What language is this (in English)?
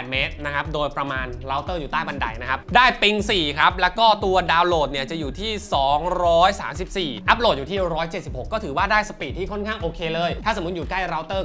Thai